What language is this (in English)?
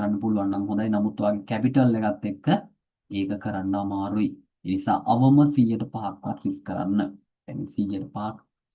Sinhala